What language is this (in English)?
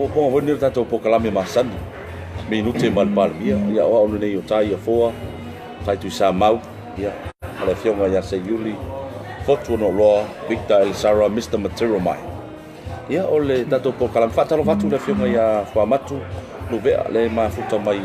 Samoan